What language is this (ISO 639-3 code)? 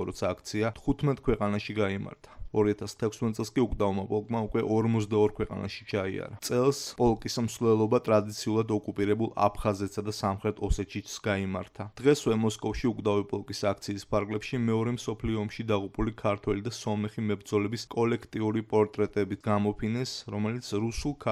kat